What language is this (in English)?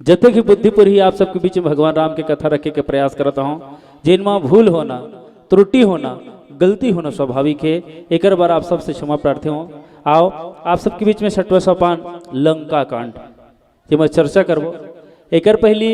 Chhattisgarhi